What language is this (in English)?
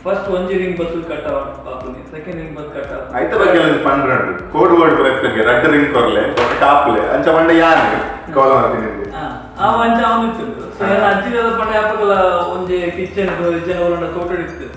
Tulu